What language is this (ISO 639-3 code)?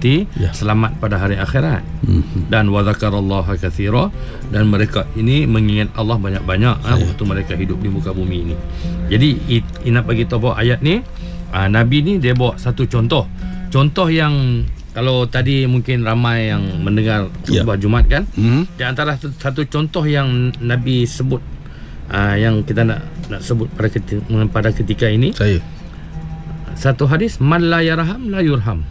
msa